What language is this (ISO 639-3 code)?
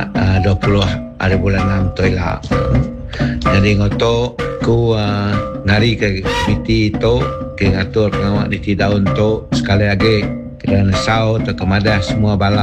iba